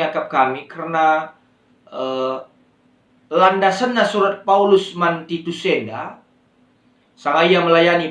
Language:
Batak Karo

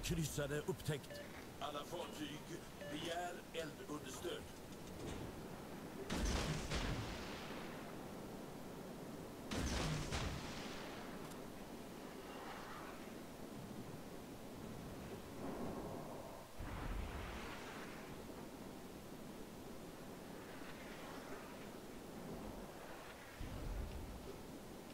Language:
Swedish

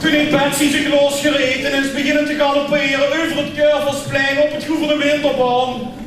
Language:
Limburgish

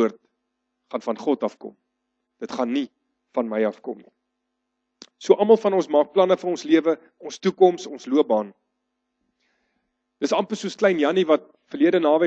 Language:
Afrikaans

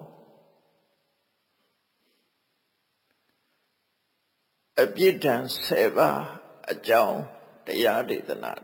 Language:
Burmese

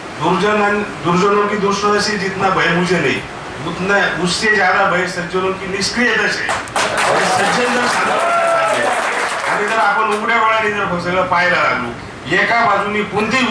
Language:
Marathi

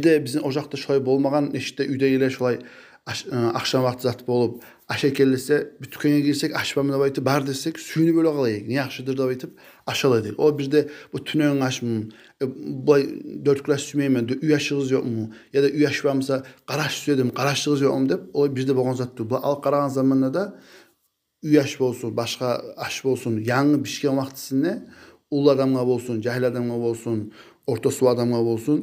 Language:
Kumyk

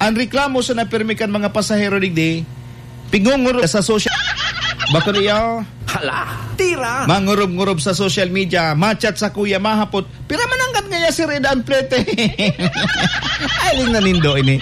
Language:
Bikol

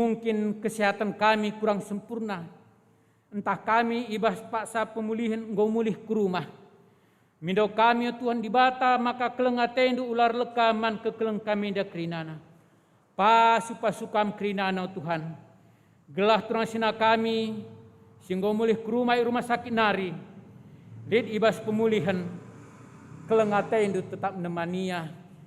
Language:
Batak Karo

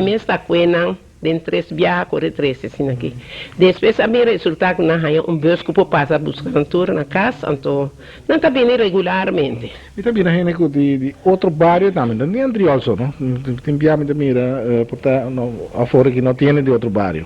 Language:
Papiamento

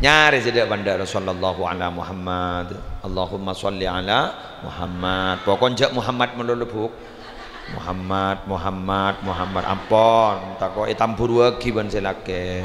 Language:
Madurese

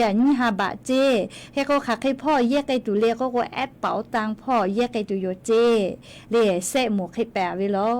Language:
Lahu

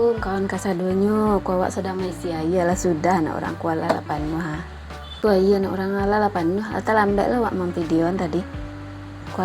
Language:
Minangkabau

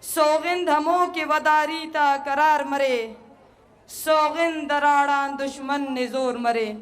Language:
Eastern Balochi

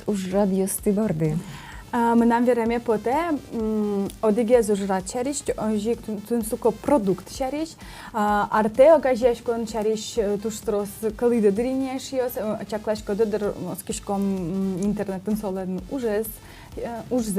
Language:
Udmurt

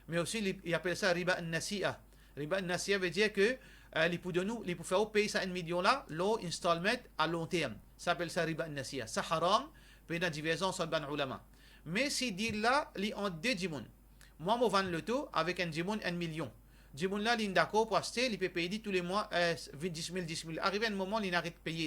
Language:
Morisyen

